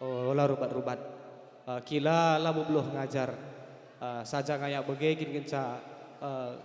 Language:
Batak Karo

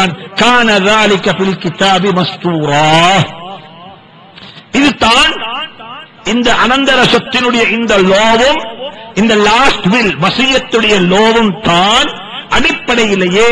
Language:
Tamil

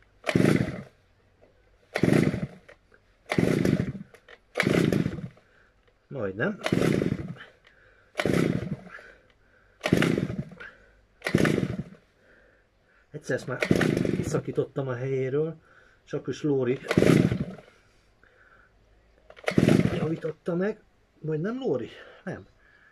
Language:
Hungarian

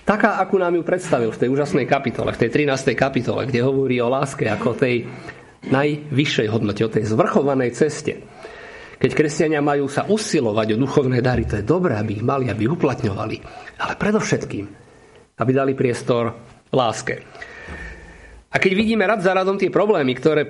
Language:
Slovak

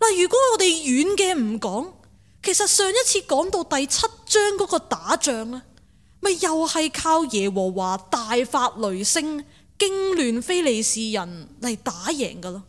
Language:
Cantonese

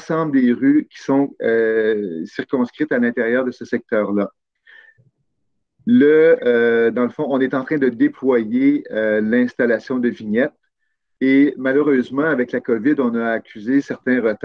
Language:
French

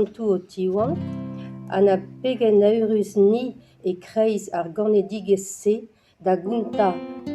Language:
Breton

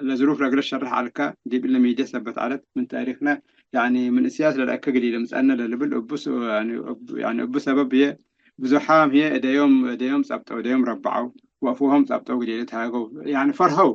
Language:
Tigre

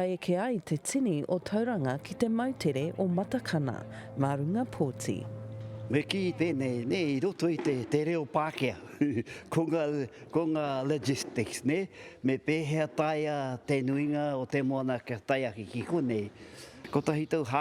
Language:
Māori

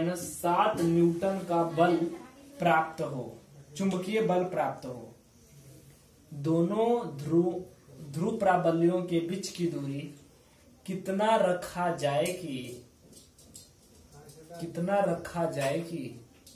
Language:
Hindi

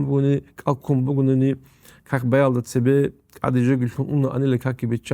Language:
Avaric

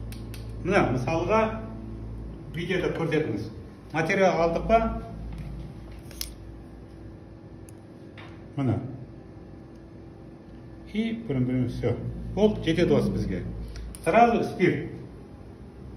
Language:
Kazakh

